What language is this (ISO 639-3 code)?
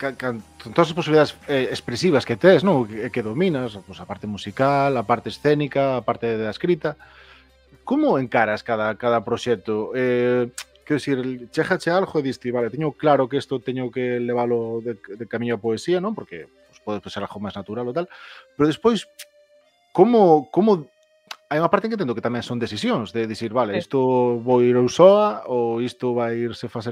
glg